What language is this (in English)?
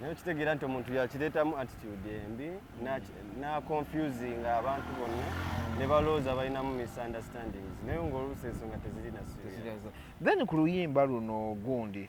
Ganda